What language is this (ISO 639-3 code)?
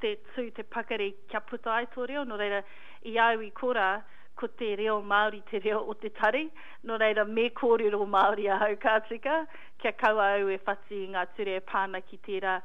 mri